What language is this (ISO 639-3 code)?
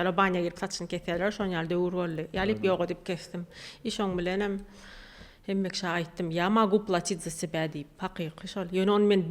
tuk